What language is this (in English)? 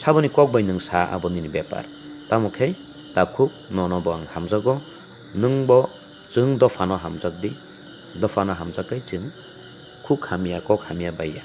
Kok Borok